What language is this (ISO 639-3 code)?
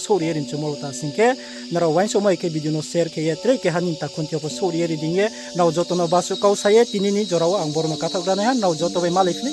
ria